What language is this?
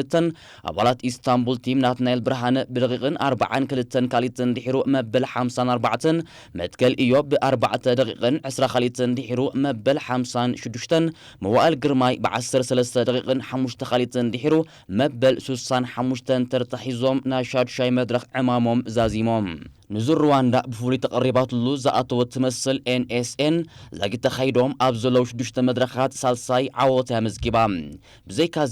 Tigrinya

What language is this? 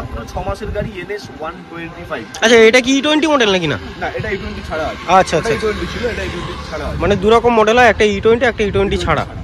Bangla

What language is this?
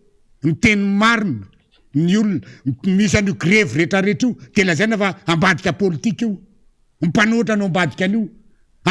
Malagasy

